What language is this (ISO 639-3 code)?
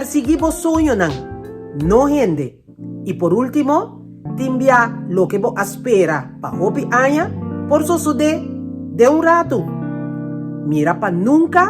pap